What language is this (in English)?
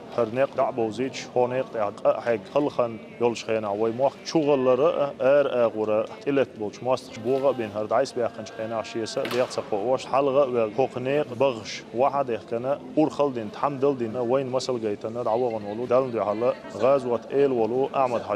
Chechen